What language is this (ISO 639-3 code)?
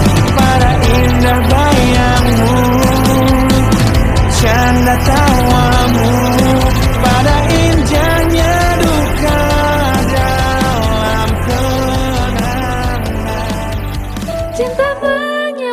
ind